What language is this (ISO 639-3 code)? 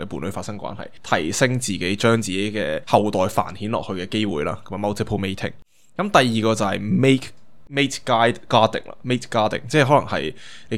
yue